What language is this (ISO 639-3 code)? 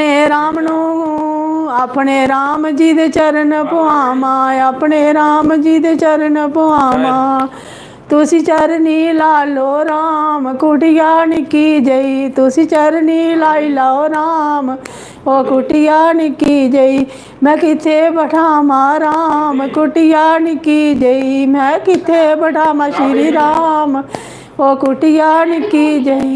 doi